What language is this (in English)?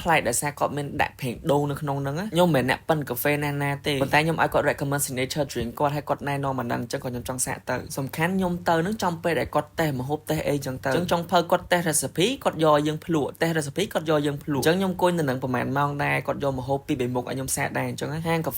Khmer